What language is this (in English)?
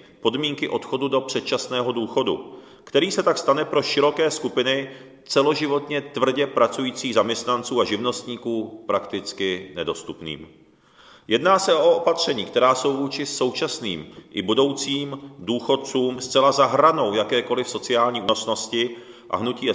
Czech